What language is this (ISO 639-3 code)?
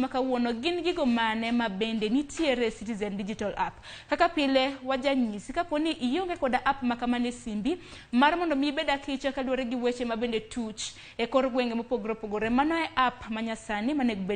luo